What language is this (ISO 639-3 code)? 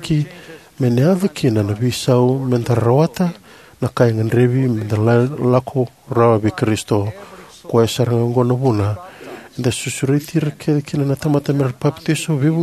fij